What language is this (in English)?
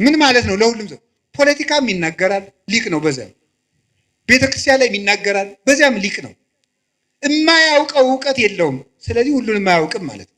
Amharic